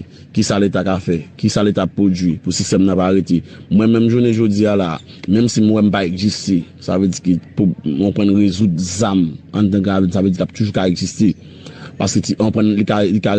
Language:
Haitian Creole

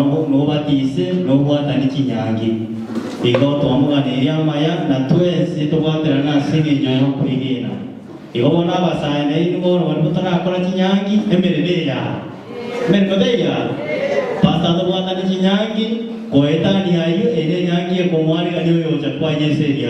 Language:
Gusii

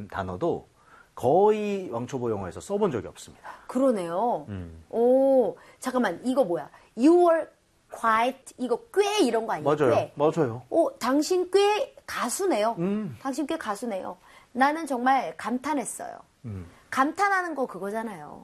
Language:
Korean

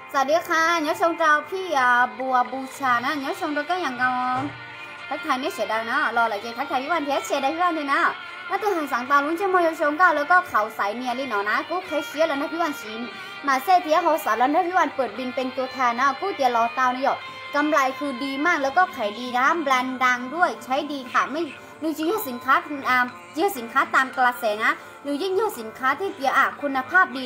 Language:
Thai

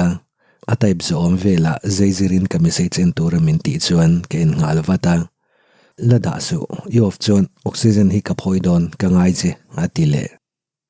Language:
Mizo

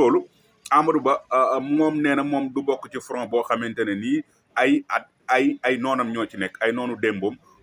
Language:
Wolof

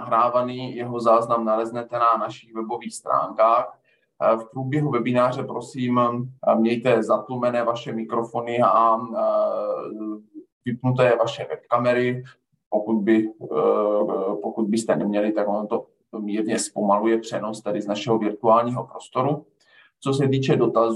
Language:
Czech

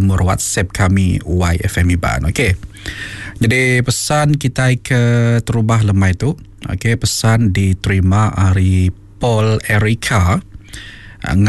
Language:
Iban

